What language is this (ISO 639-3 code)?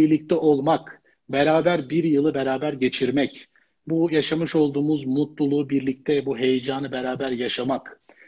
tur